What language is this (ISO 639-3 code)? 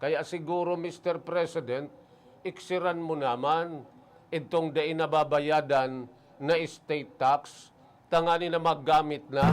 bik